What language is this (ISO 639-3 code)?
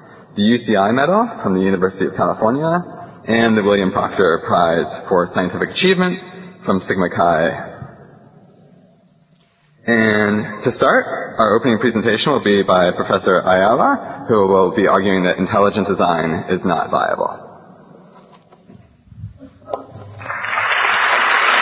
eng